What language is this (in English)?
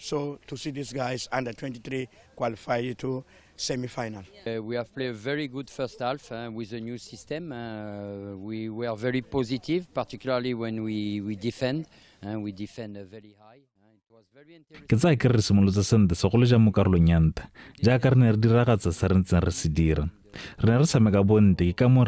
Tswana